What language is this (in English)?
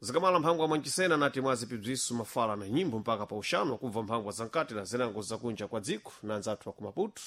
Sena